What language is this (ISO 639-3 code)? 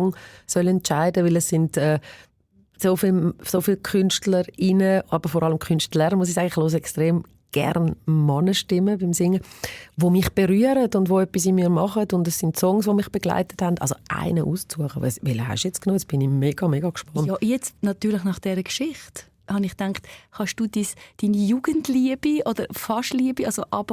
gsw